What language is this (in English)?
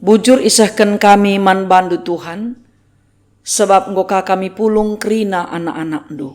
Batak Karo